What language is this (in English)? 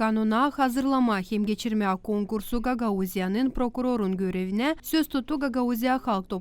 Gagauz